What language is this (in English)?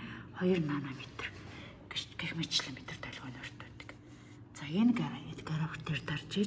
Mongolian